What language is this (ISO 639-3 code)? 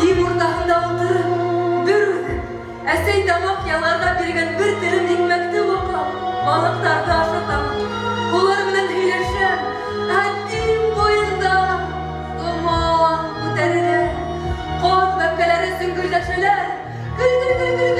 bak